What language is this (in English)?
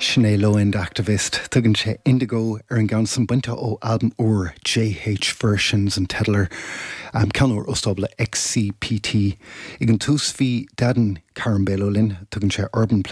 Irish